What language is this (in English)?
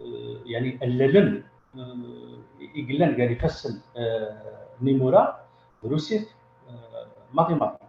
Kabyle